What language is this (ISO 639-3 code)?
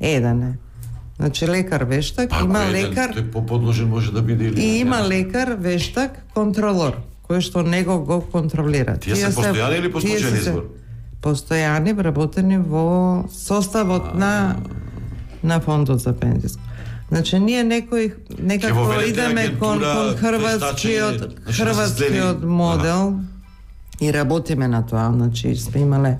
mkd